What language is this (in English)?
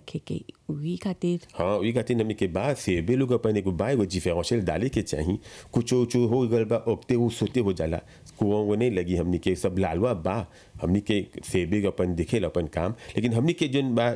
Bhojpuri